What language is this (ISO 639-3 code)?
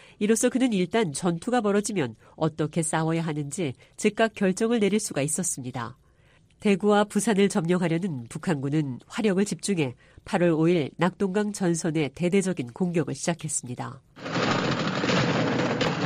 kor